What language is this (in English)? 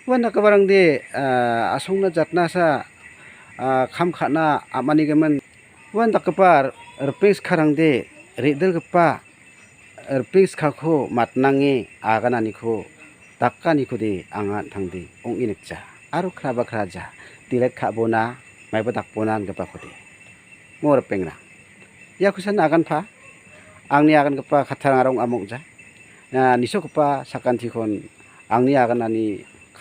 Garo